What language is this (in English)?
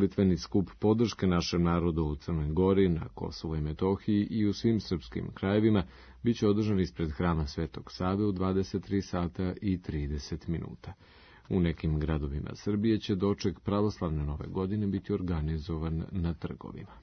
Serbian